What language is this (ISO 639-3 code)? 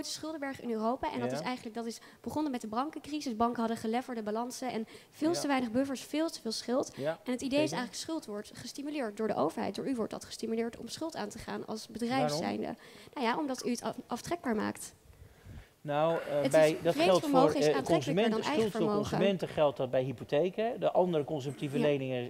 nld